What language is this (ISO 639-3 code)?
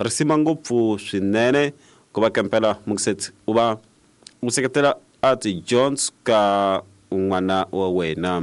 tso